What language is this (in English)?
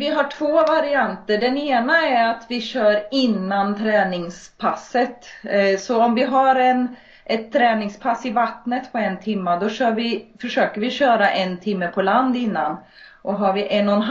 Swedish